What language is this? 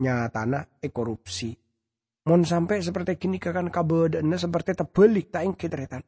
Madurese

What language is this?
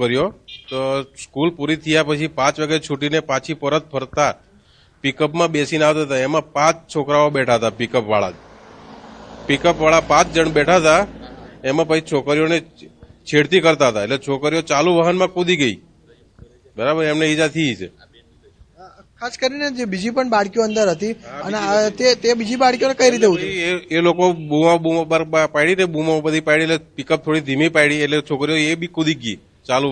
Gujarati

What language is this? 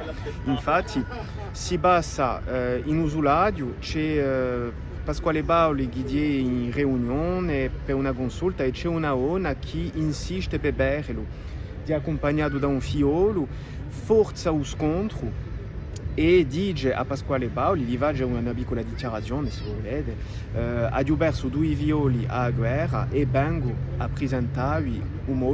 Corsican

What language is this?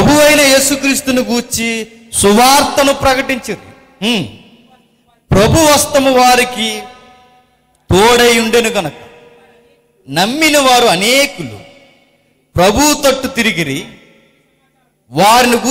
Telugu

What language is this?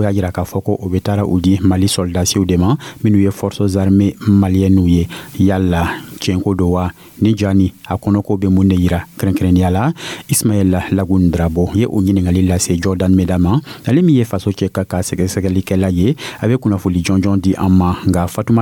Dyula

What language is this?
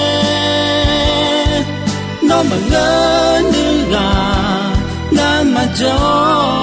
Akha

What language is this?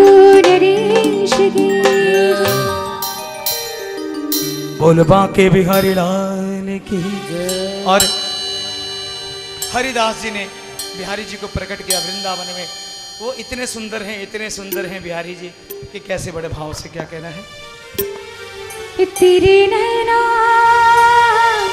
Hindi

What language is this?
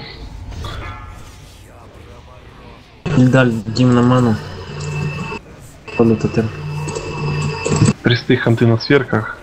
Russian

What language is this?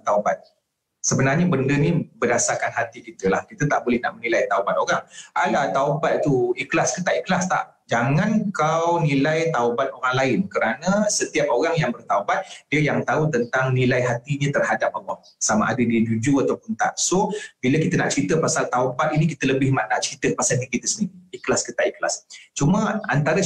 Malay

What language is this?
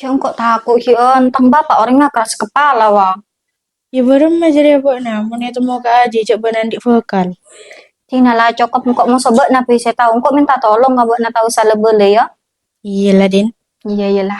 Madurese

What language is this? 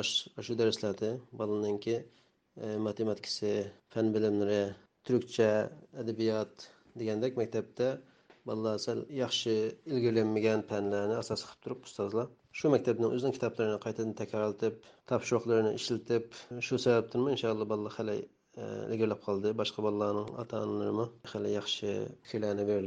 Uyghur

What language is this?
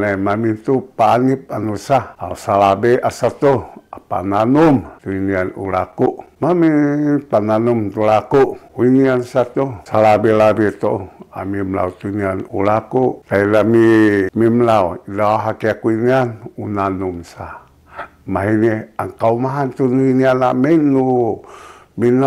Sakizaya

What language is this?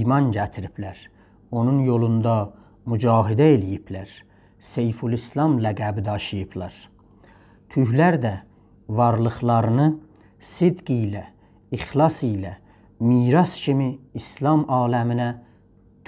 South Azerbaijani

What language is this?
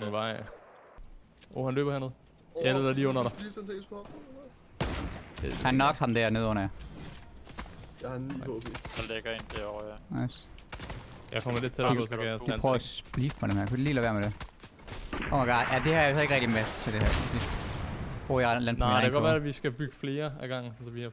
Danish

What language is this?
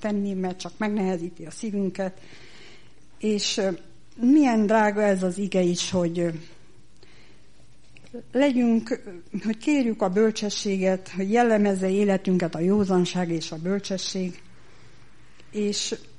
Hungarian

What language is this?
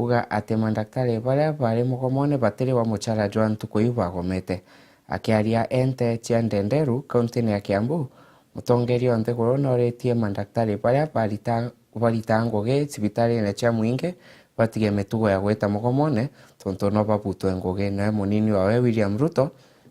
Meru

